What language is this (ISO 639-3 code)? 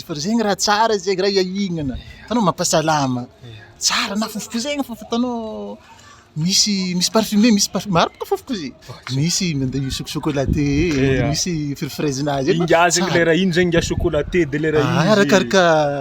mlg